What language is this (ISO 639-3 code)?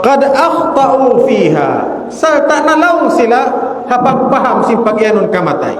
tsg